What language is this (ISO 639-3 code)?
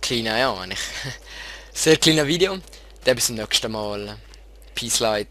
gsw